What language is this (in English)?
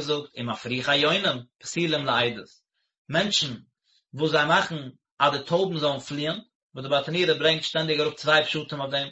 Yiddish